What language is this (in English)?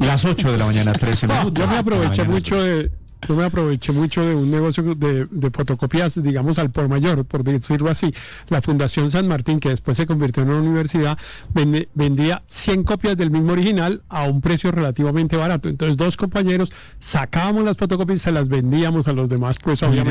Spanish